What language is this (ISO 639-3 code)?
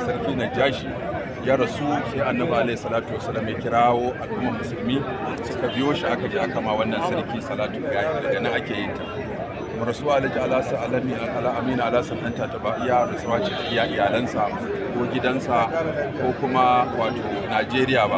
hau